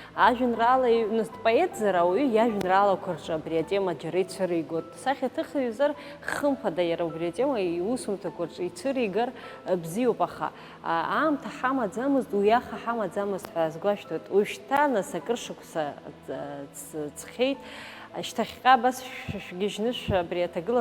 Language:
Abkhazian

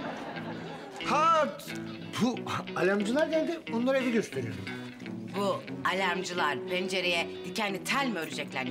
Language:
Turkish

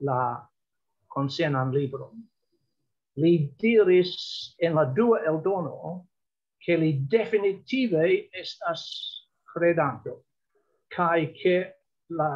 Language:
Esperanto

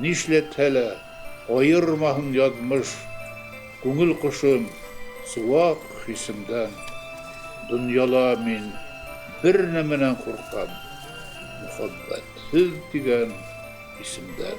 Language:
Bashkir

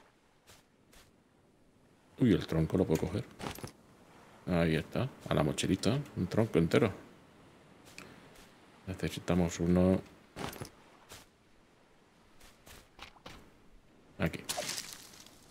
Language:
Spanish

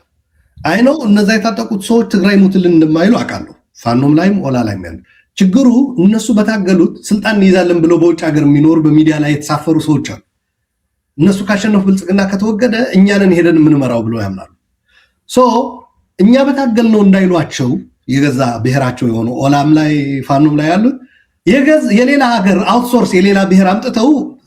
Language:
Amharic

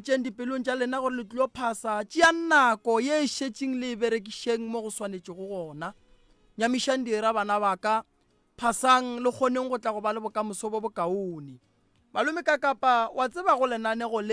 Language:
Northern Sotho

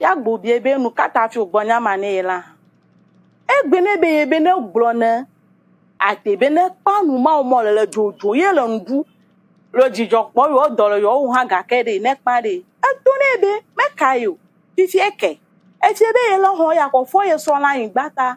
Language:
Ewe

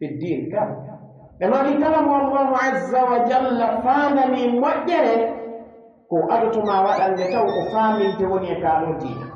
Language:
Pular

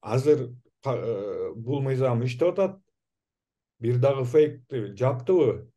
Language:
Kyrgyz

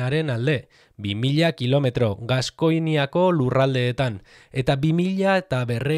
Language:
Basque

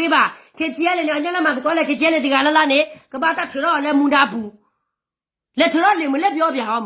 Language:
S'gaw Karen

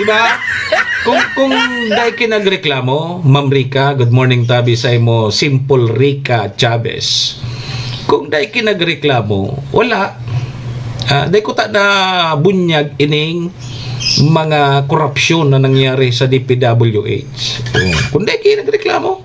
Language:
Bikol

